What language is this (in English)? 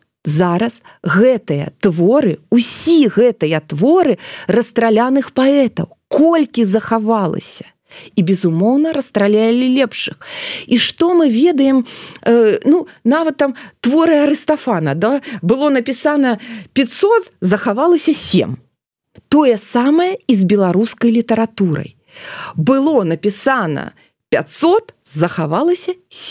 Belarusian